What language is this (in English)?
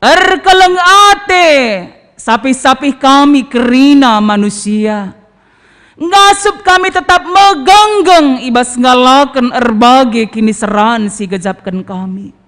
Batak Karo